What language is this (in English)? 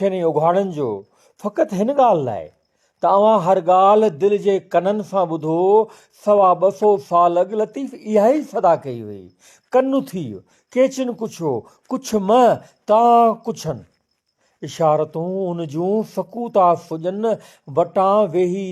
Sindhi